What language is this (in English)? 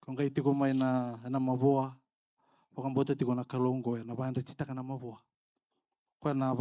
Fijian